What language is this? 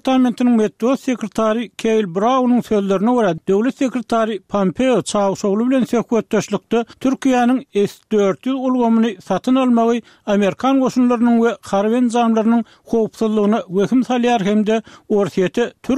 Turkmen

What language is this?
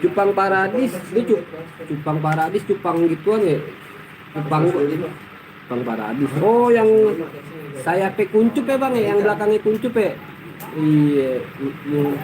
Betawi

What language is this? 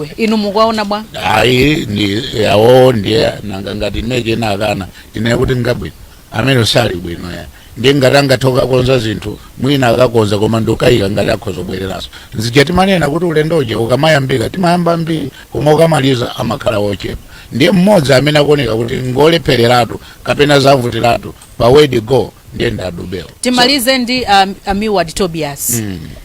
Nyanja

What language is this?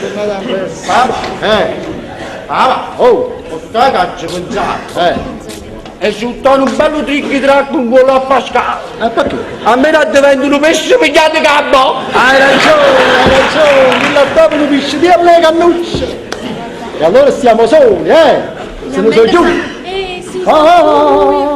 Neapolitan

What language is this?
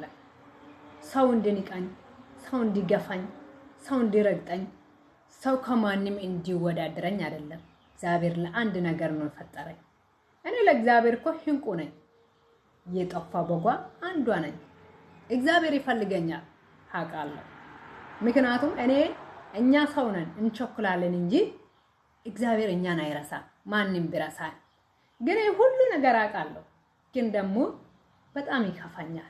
Amharic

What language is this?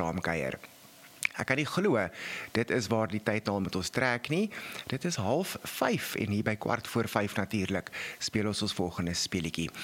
Afrikaans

